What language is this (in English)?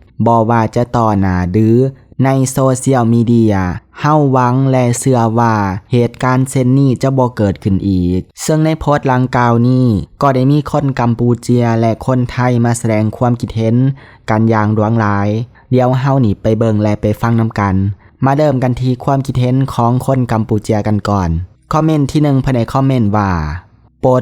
Lao